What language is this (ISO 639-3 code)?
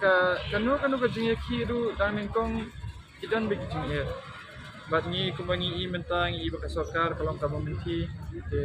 kha